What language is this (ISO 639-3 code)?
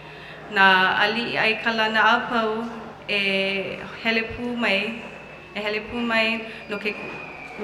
haw